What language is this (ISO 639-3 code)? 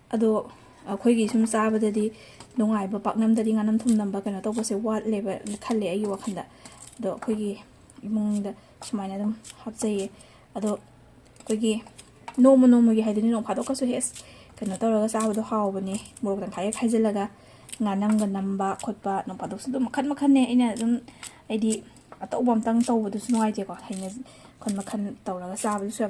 mni